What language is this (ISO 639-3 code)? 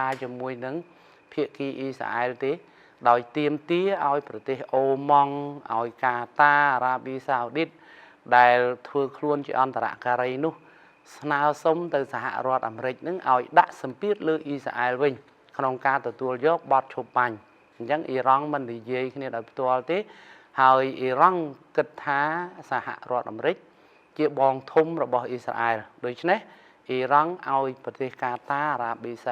khm